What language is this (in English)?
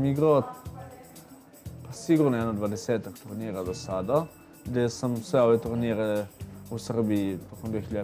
Serbian